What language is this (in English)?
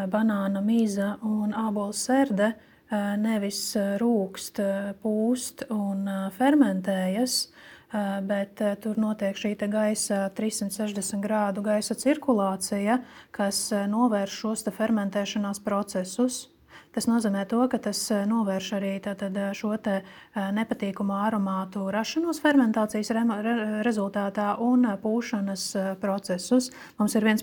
Latvian